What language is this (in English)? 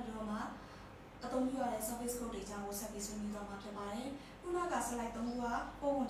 Burmese